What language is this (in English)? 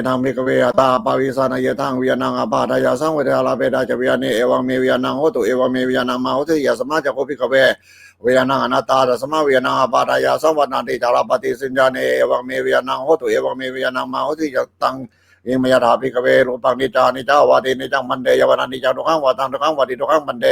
Pali